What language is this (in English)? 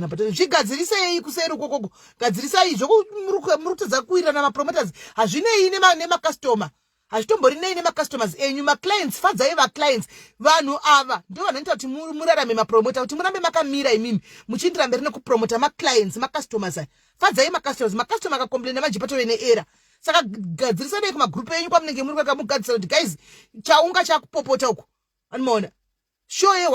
Shona